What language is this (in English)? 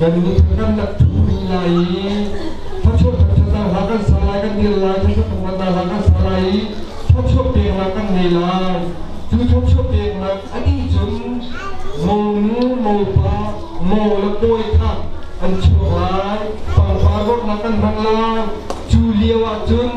Hakha Chin